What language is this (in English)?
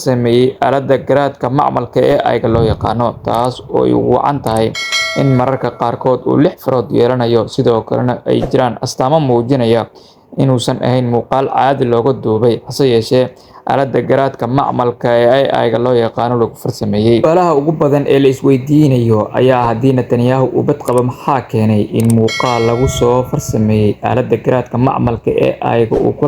Somali